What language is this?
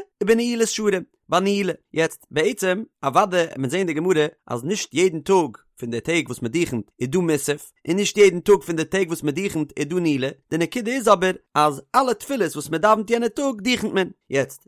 Yiddish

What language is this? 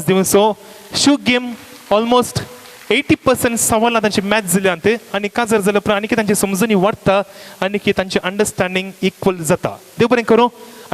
Konkani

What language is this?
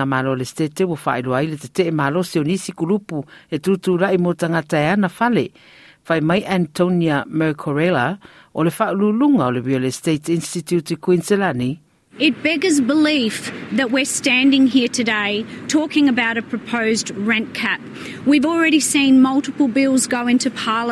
Samoan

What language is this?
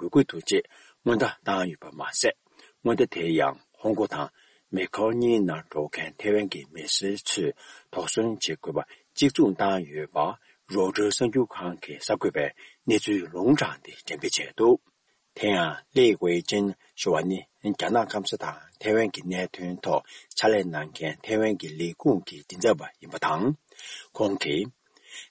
Tibetan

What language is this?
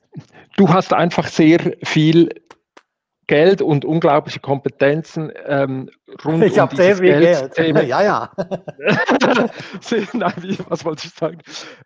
German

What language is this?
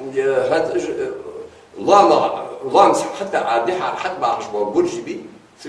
Ingush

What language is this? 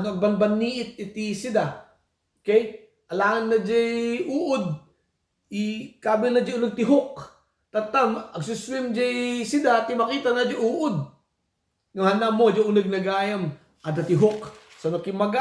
Iloko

